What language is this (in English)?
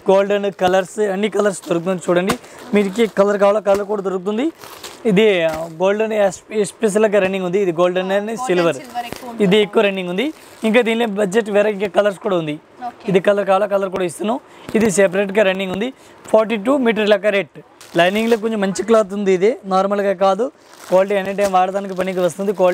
Telugu